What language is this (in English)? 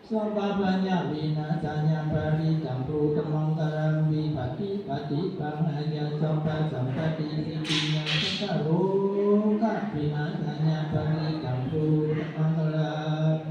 Pali